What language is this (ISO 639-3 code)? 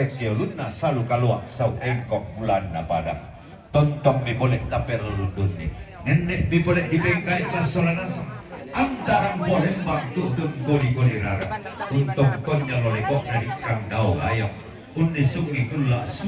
sda